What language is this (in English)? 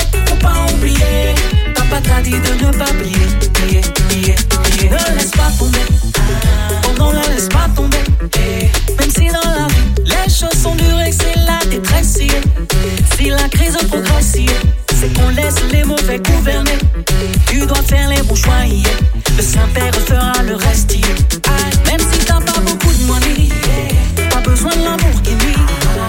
French